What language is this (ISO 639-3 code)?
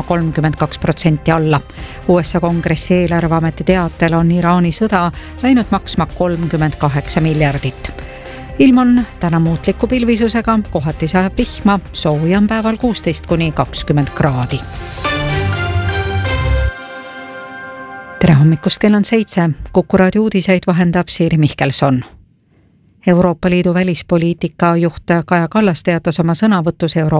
est